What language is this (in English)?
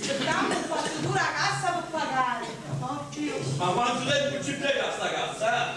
Sicilian